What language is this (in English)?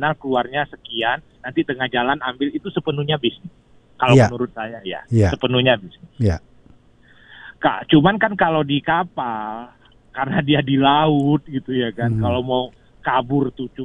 Indonesian